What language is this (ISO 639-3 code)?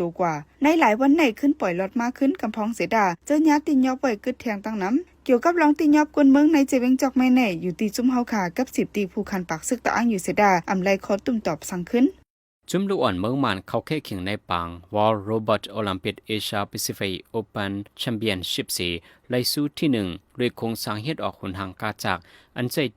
shn